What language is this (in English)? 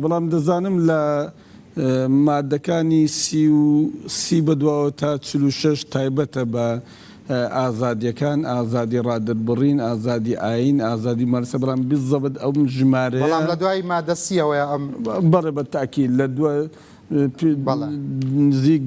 Central Kurdish